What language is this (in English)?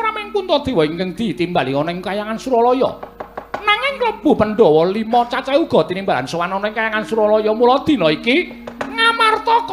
Javanese